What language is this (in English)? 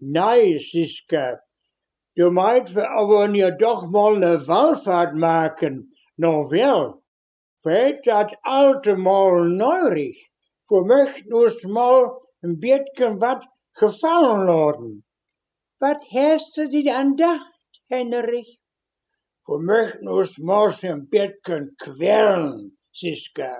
Westphalien